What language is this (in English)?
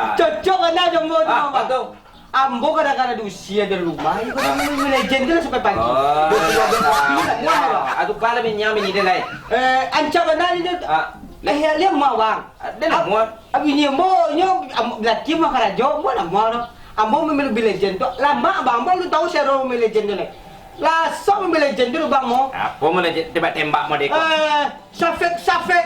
Minangkabau